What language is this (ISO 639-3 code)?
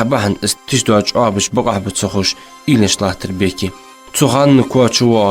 inh